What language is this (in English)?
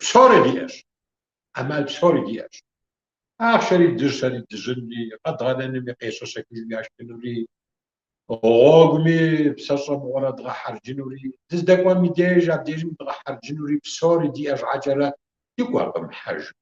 Kabardian